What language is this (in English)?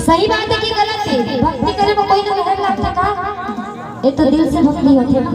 Chhattisgarhi